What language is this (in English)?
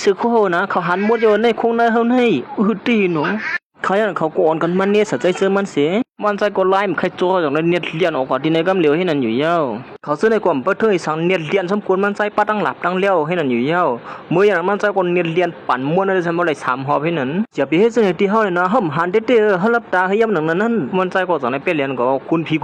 Shan